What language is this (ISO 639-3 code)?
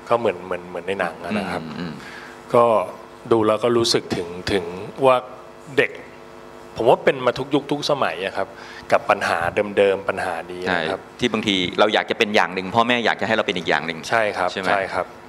tha